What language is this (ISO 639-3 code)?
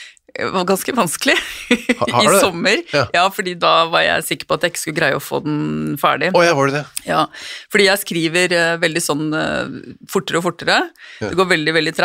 nor